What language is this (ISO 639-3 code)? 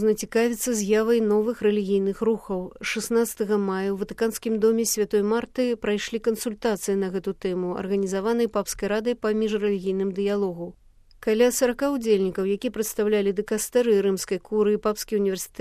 bel